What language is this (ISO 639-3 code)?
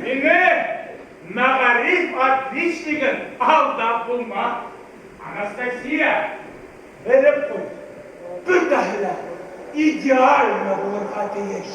bak